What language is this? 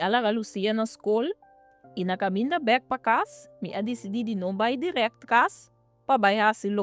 Papiamento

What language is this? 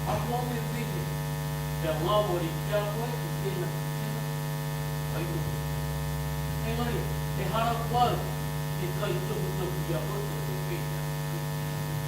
Māori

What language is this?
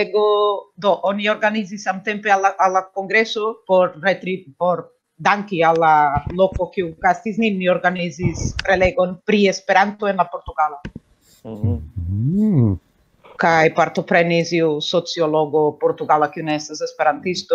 Esperanto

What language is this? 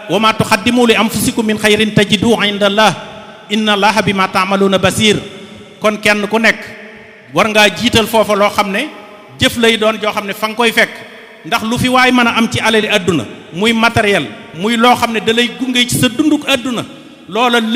Wolof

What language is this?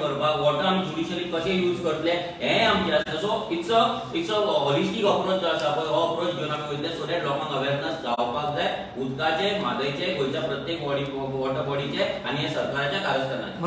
Konkani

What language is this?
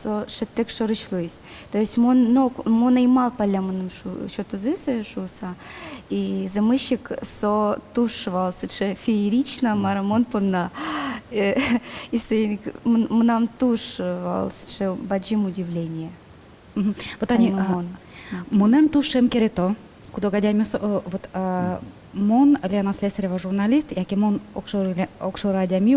Udmurt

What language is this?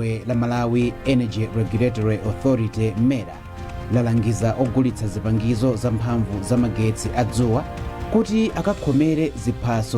Nyanja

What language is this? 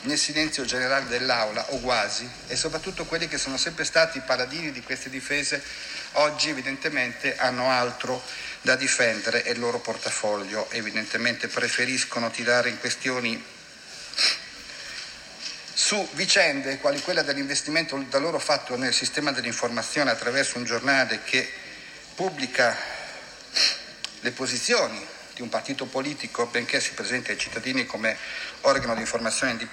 Italian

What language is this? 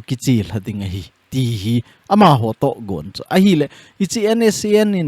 Thado Chin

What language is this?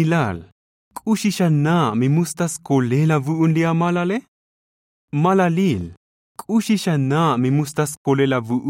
Tzotzil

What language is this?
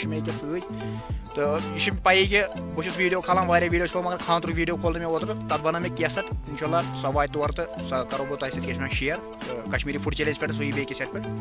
Kashmiri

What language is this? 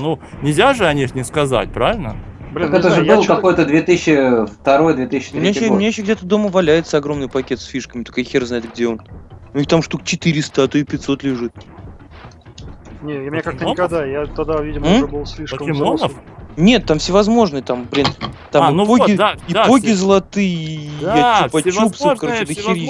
Russian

